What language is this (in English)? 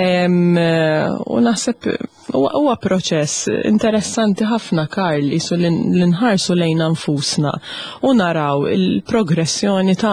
Maltese